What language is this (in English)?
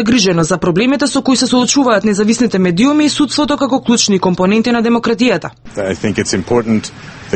Macedonian